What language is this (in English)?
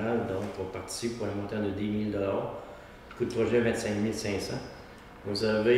French